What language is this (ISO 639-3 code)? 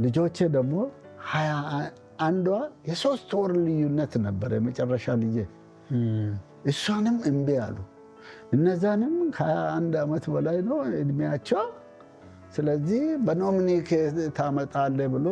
amh